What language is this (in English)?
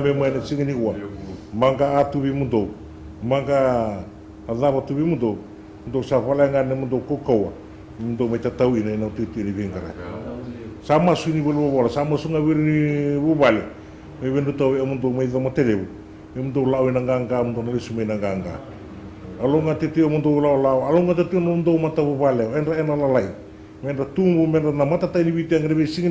Fijian